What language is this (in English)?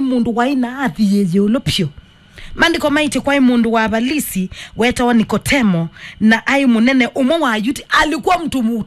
Kamba